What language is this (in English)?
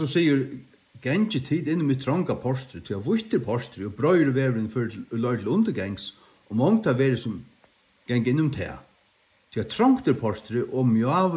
Faroese